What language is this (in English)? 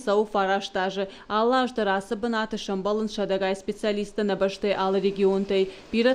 Ossetic